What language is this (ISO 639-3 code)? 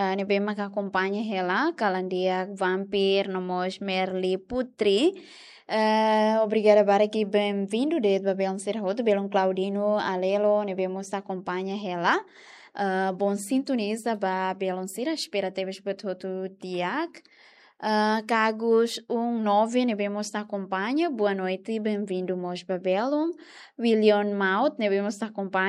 tet